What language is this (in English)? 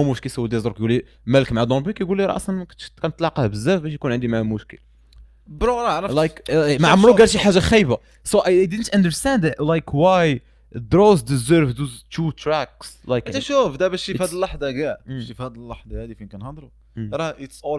Moroccan Arabic